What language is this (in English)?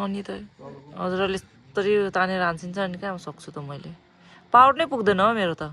Nepali